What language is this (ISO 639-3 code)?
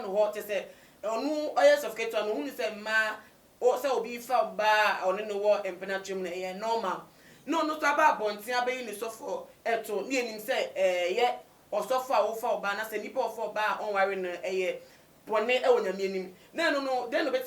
aka